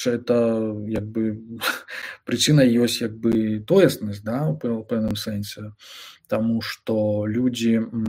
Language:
Belarusian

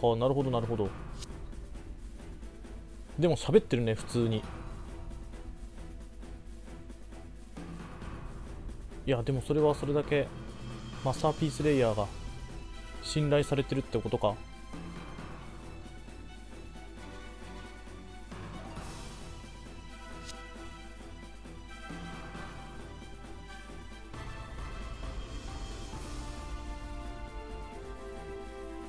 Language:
Japanese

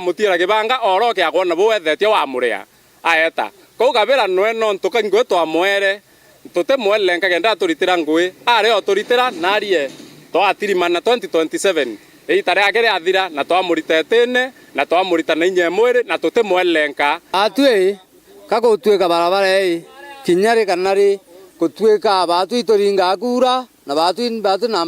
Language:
Meru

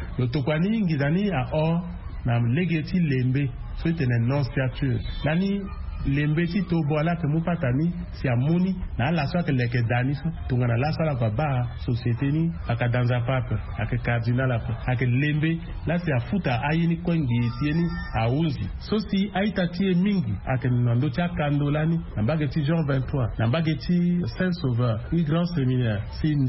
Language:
Sango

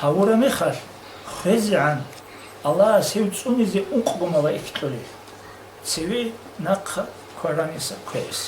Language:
Avaric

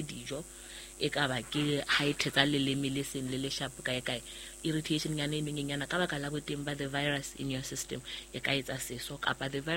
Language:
Southern Sotho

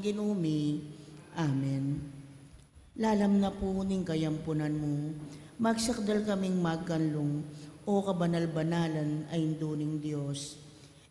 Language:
Pampanga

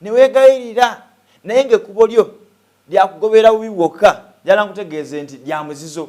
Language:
Ganda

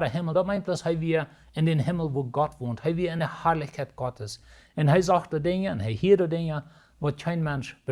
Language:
Plautdietsch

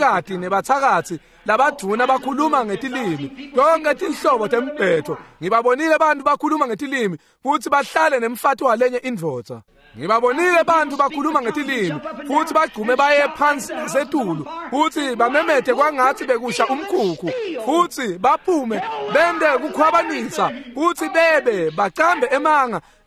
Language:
Swati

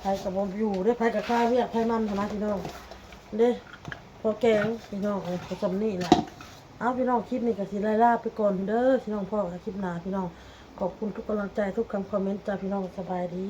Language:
Northeastern Thai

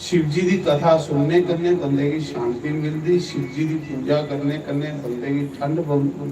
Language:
Dogri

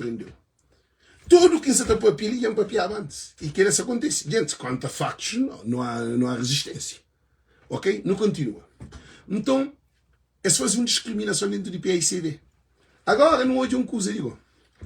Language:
Kabuverdianu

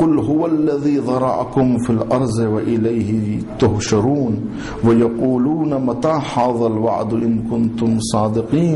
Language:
Urdu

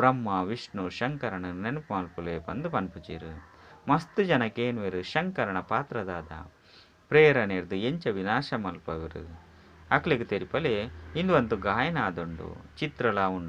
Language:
Tulu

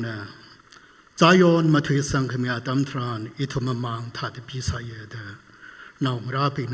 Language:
Tangkhul Naga (India)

